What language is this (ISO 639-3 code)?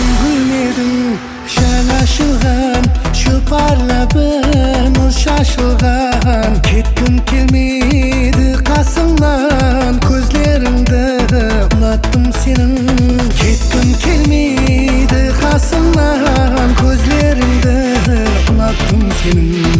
kaa